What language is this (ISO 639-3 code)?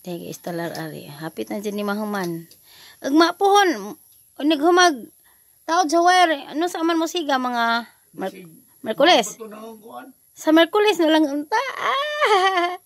ceb